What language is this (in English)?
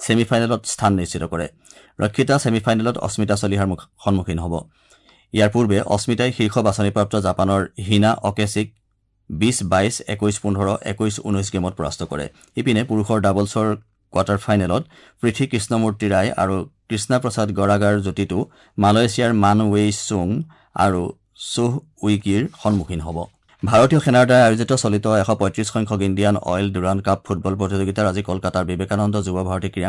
Assamese